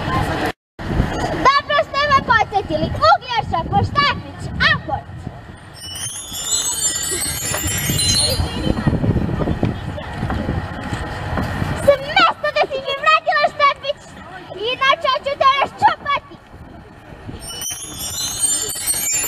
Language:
Serbian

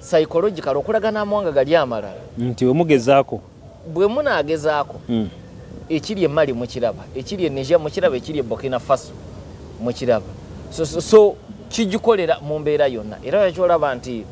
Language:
Ganda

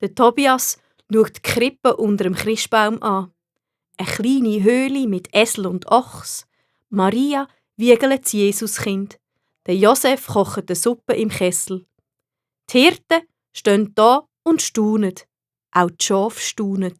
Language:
Swiss German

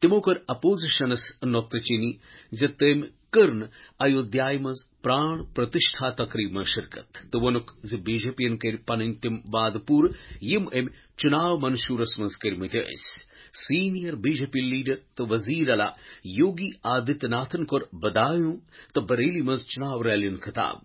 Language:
Kashmiri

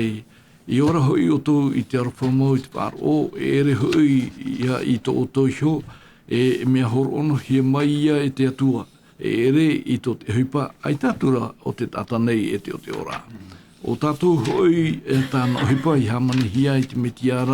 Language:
Tahitian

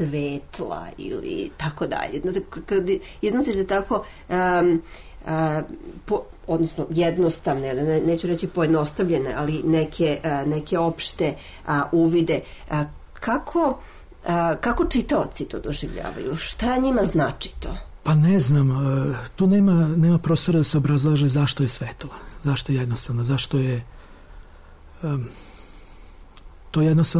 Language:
Serbian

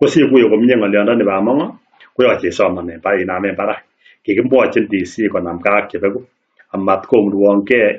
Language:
Kalenjin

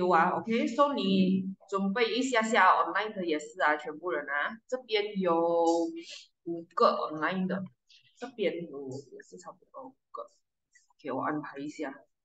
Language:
Chinese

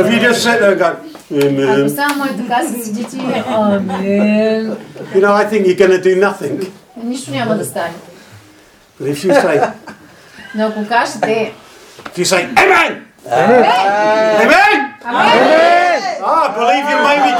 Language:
Bulgarian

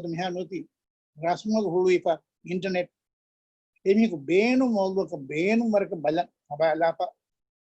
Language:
Divehi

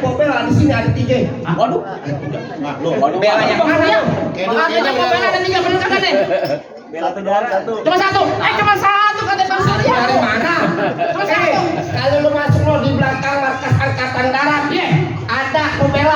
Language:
Betawi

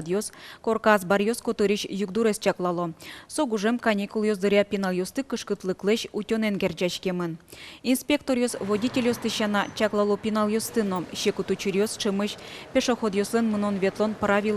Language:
Udmurt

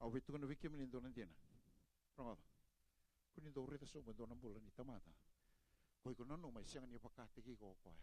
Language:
Fijian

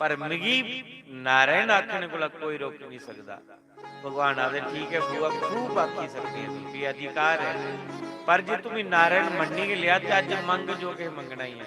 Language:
Dogri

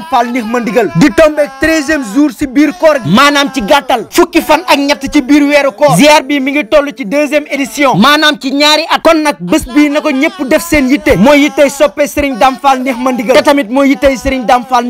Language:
Wolof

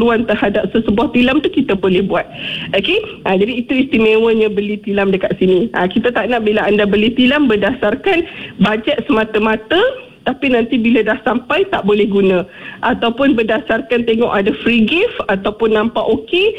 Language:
Malay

